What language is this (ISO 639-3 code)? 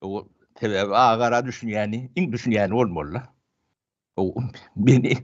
tuk